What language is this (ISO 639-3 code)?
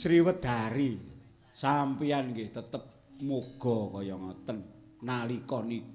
jav